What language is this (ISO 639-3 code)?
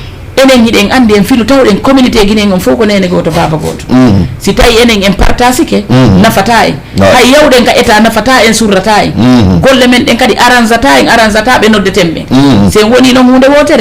ful